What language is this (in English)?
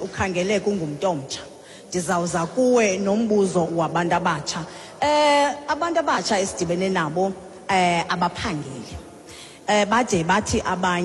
Xhosa